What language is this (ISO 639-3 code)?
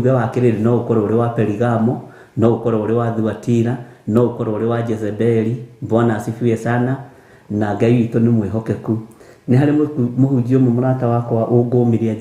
kik